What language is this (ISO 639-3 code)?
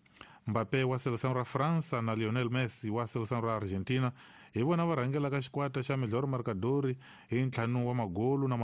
tso